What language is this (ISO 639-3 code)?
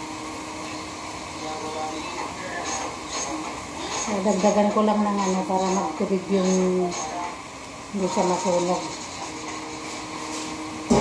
fil